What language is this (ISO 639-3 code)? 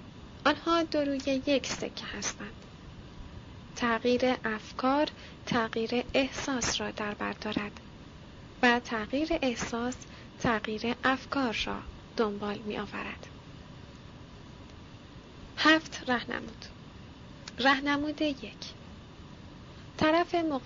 fas